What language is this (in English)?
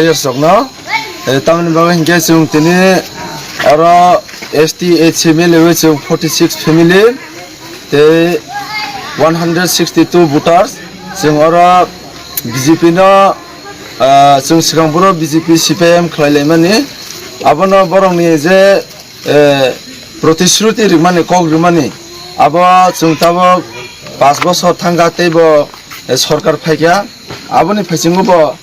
Kok Borok